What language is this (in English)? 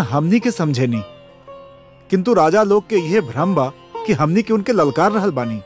Bhojpuri